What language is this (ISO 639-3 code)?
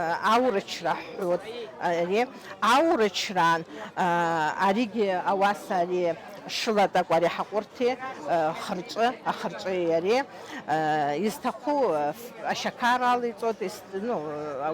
abk